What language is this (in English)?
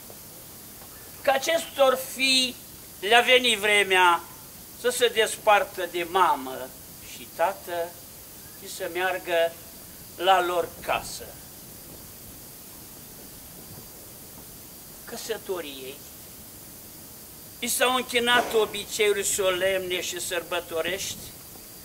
Romanian